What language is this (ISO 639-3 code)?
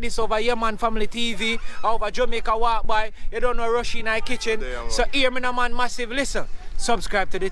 jam